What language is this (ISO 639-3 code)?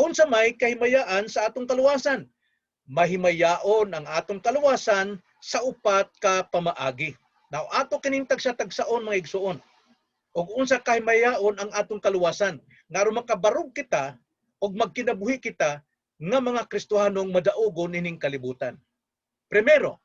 ceb